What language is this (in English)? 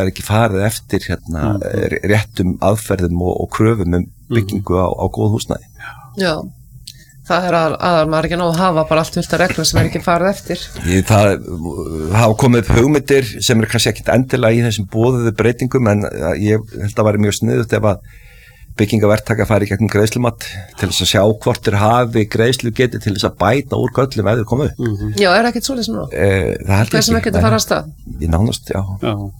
Icelandic